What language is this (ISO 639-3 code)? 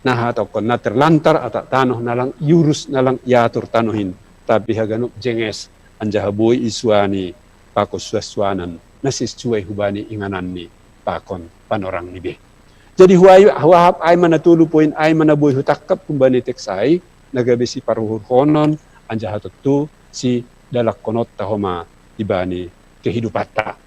bts